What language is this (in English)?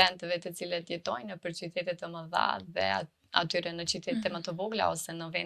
Albanian